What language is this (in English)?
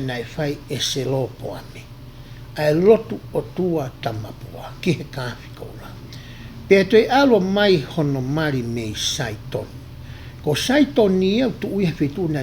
Tongan